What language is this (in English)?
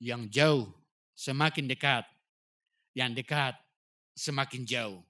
Batak Toba